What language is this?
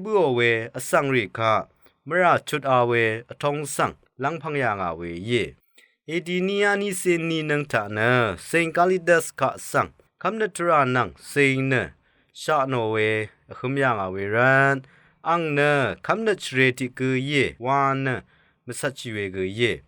Rawang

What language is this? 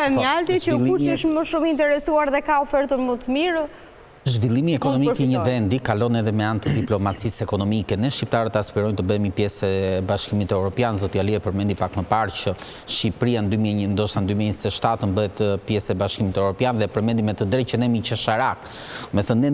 Albanian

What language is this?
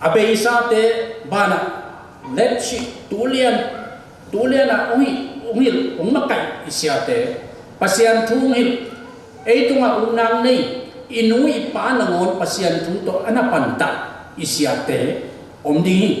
Tedim Chin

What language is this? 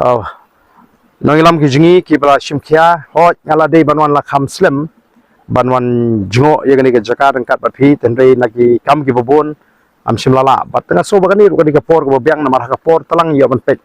Khasi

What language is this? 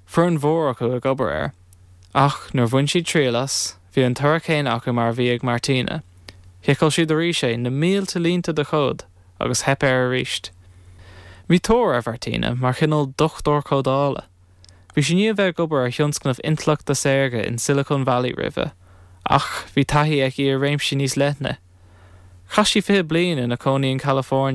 Irish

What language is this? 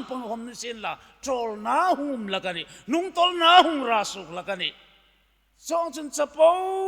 Hmar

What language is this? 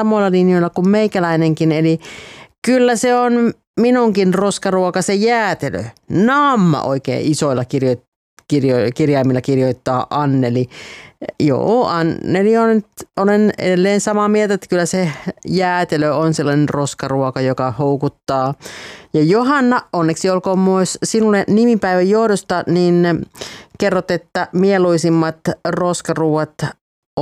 Finnish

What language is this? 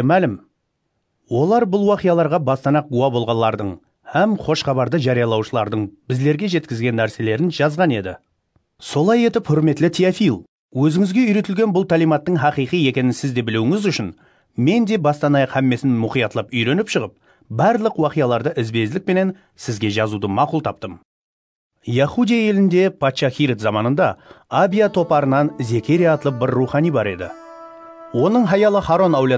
Kara-Kalpak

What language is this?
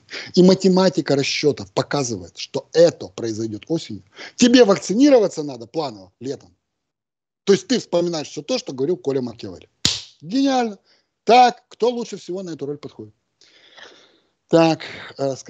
Russian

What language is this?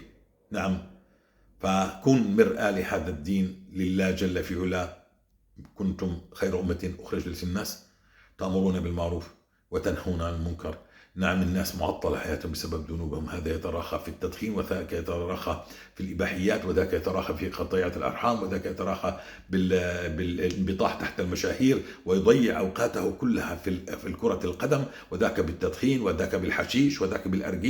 North Levantine Arabic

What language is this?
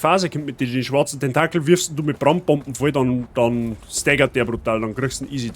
Bavarian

